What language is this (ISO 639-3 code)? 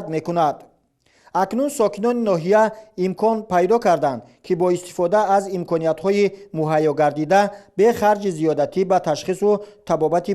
tgk